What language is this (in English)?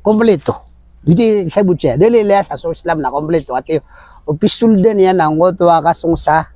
Maranao